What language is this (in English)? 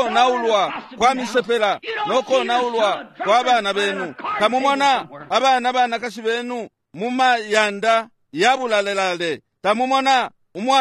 Bemba